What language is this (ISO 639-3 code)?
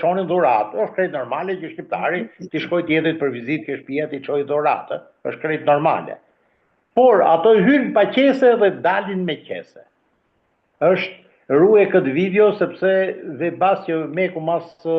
sqi